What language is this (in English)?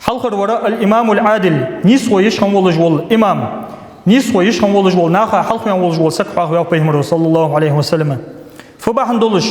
Ingush